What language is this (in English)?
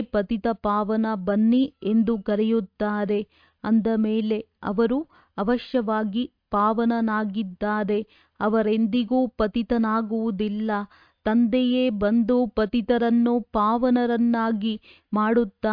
Kannada